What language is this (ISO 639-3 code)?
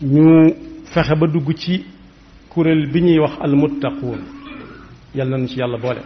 wol